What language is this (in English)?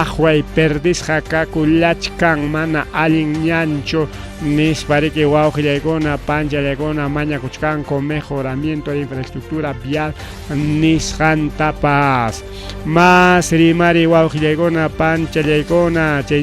Ayacucho Quechua